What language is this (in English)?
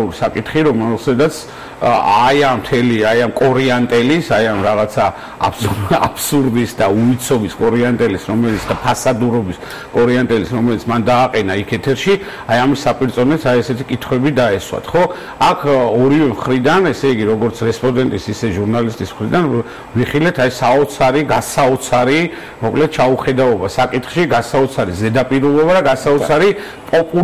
Georgian